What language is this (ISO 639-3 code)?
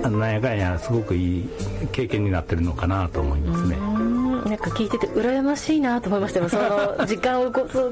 jpn